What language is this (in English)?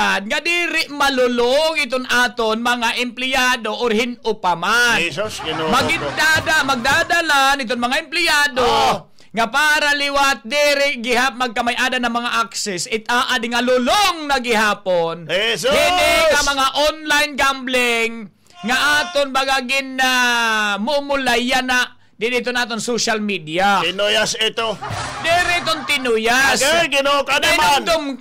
Waray